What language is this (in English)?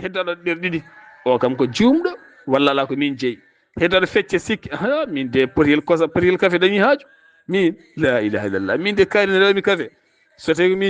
Fula